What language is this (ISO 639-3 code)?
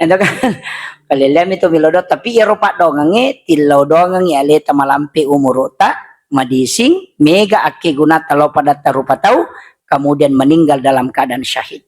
bug